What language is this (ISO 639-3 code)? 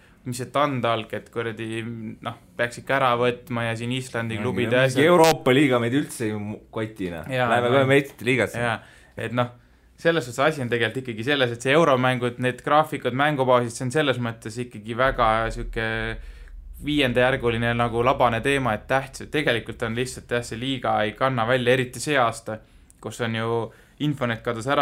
est